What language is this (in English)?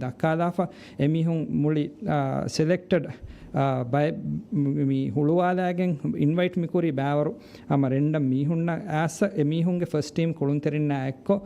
Divehi